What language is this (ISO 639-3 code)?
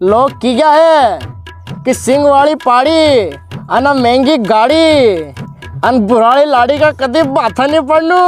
raj